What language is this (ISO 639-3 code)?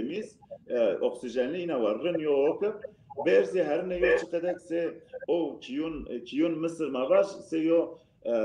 zza